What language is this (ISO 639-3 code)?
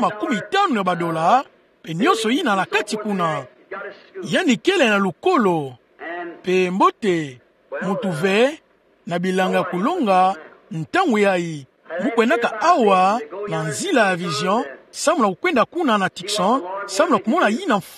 ktu